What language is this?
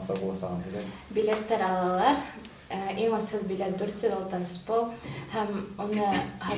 Bashkir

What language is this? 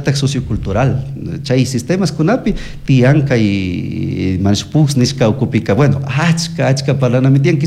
Chimborazo Highland Quichua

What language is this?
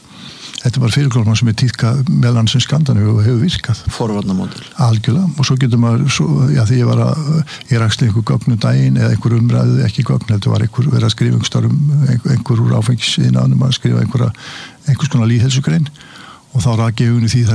Icelandic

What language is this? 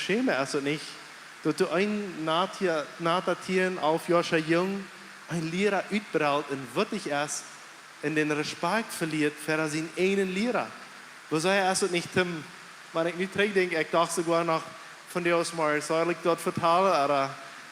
Plautdietsch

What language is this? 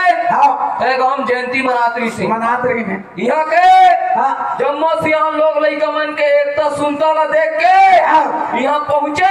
Chhattisgarhi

